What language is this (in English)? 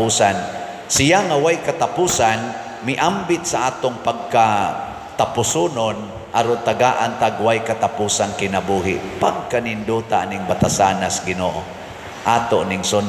Cebuano